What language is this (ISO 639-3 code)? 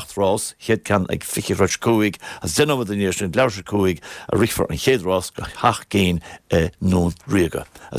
gle